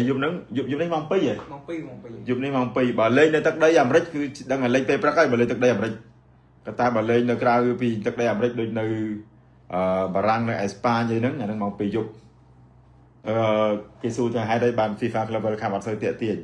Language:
Khmer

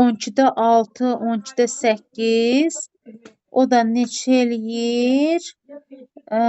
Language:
Azerbaijani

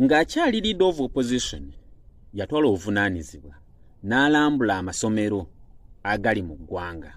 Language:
Ganda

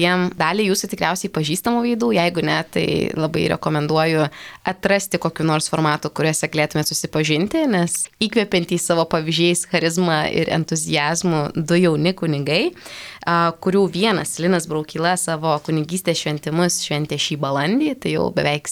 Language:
Lithuanian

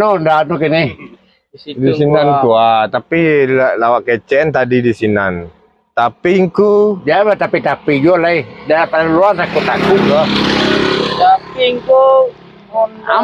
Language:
Minangkabau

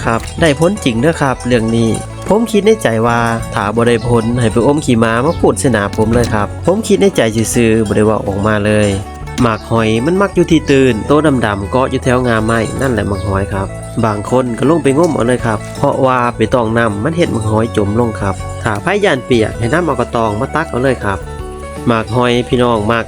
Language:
Northeastern Thai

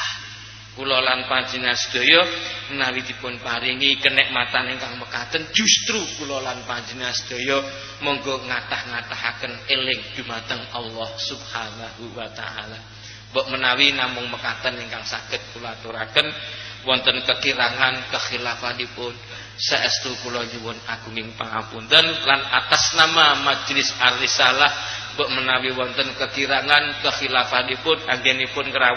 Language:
Javanese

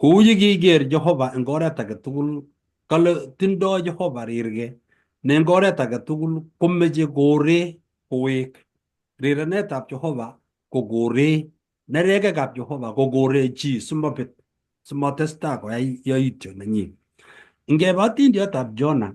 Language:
Kalenjin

